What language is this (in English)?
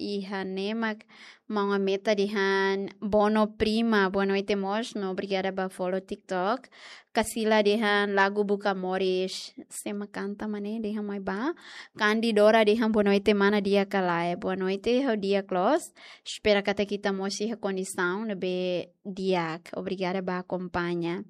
Tetum